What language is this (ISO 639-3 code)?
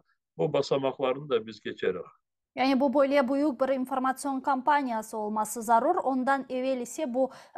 crh